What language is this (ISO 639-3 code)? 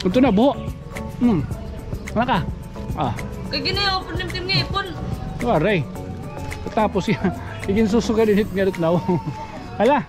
war